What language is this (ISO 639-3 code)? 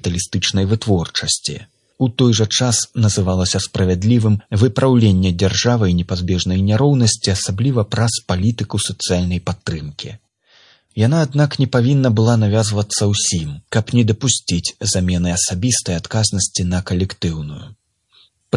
bel